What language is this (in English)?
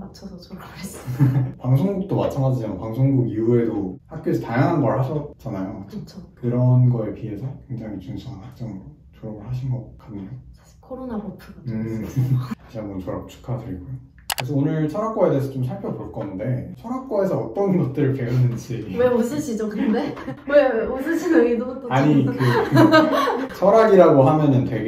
Korean